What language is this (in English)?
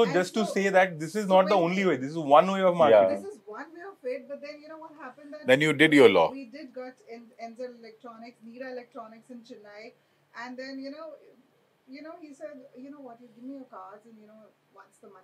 English